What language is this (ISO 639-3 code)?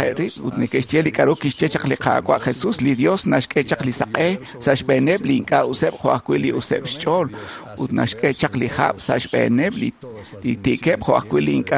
kek